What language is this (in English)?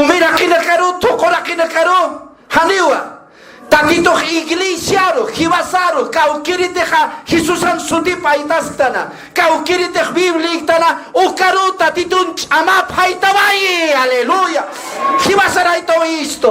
Aymara